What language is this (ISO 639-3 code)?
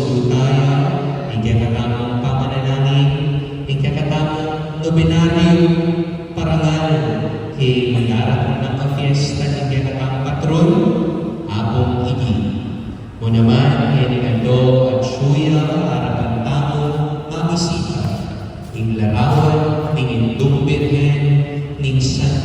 pam